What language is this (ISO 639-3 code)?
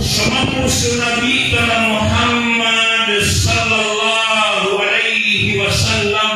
mrw